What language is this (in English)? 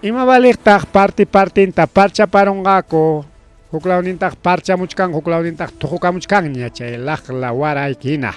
Ayacucho Quechua